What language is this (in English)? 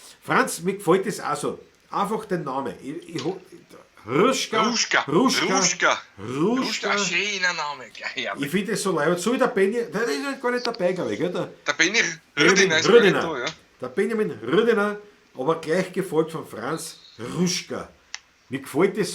Bavarian